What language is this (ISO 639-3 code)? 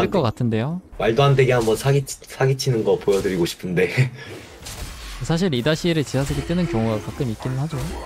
kor